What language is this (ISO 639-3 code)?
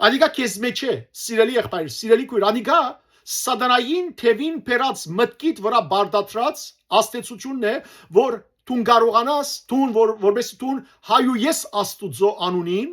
hyw